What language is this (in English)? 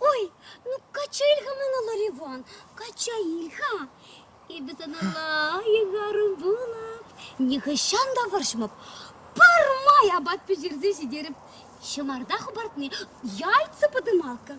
Chuvash